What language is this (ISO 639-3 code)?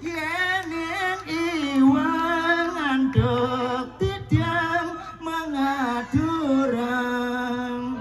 ban